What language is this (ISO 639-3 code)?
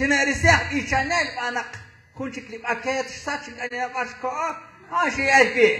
kek